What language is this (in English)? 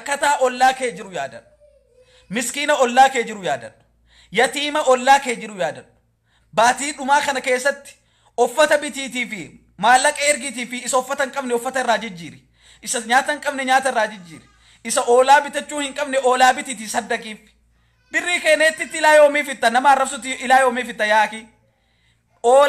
Oromo